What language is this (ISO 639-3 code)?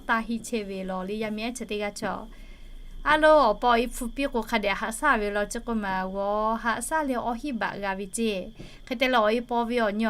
lhu